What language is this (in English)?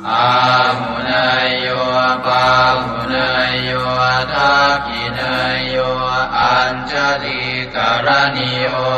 Pali